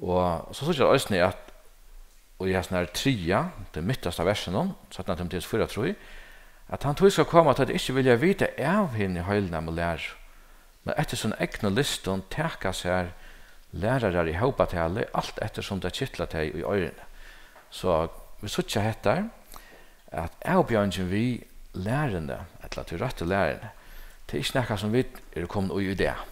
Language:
Faroese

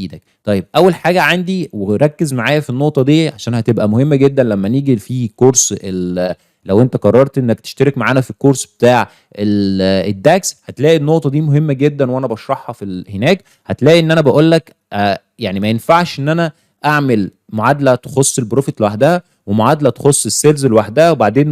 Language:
Egyptian Arabic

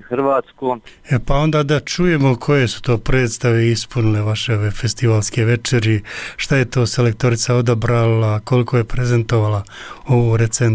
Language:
Bosnian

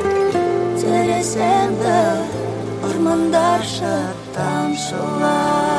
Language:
Kazakh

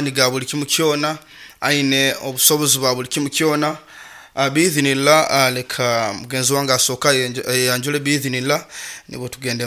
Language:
Nyoro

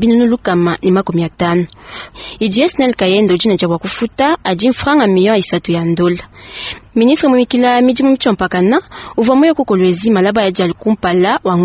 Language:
Luba-Lulua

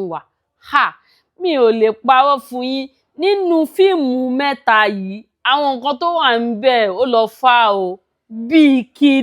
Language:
Yoruba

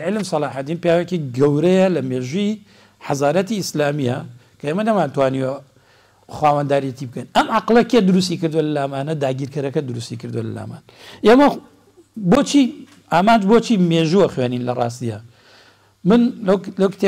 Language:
Central Kurdish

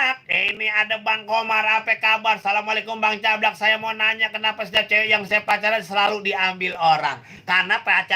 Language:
Betawi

